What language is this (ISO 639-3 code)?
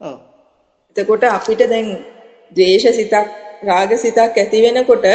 sin